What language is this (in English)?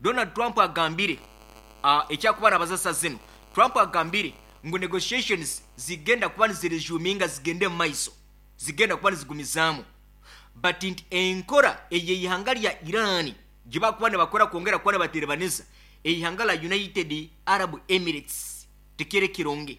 Nyankole